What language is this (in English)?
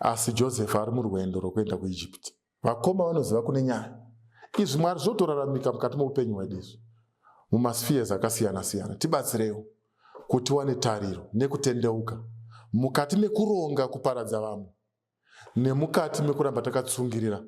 Shona